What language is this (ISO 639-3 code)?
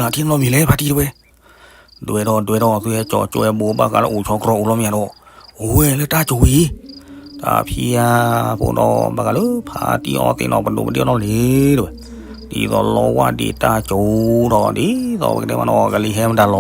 ksw